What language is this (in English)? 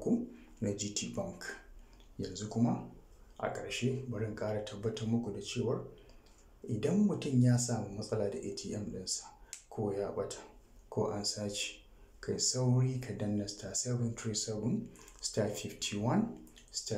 Hausa